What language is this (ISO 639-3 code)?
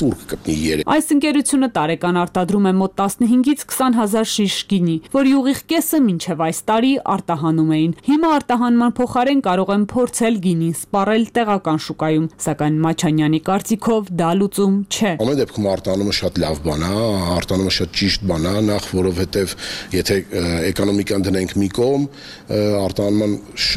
hye